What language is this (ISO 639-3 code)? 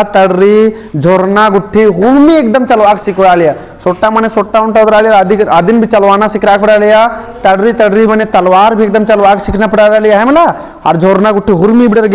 kru